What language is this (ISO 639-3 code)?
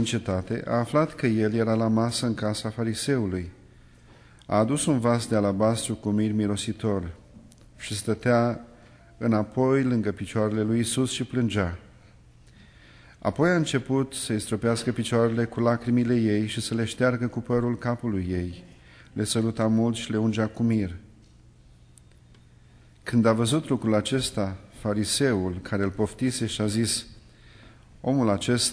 ron